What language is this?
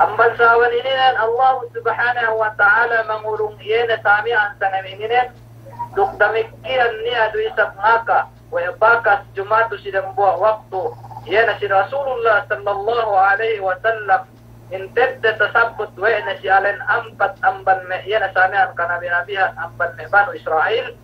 Yakan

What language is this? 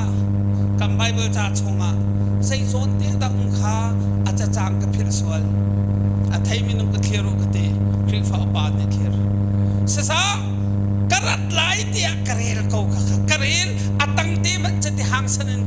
Hakha Chin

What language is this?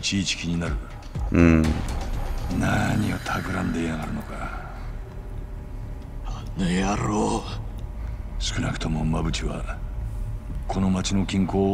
Japanese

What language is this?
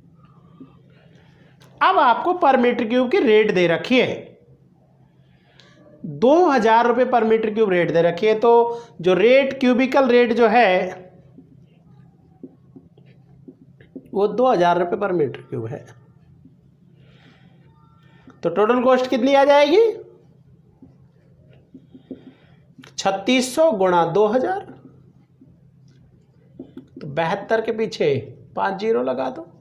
Hindi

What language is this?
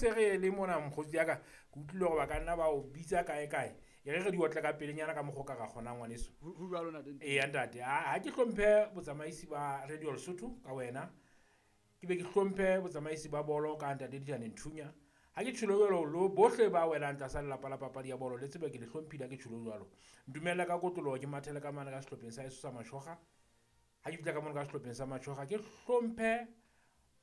Southern Sotho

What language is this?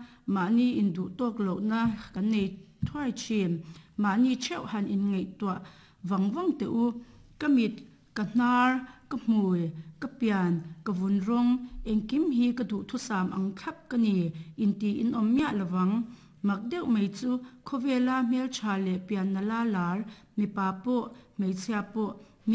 Mizo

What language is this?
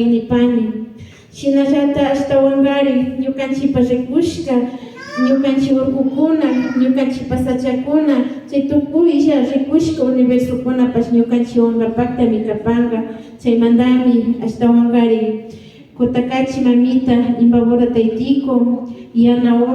Imbabura Highland Quichua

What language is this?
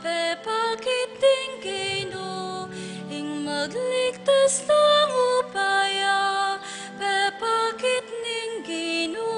Pampanga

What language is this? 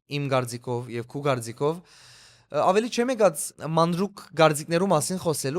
Western Armenian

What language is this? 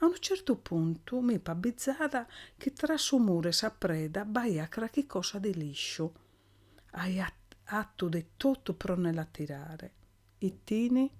Sardinian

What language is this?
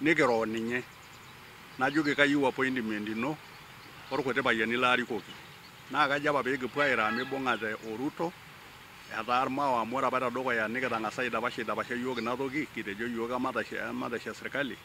Masai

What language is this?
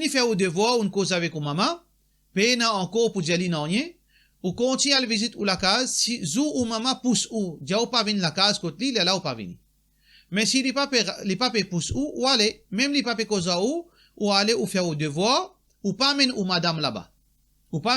Morisyen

